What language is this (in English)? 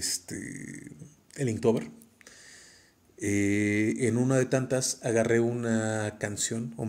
Spanish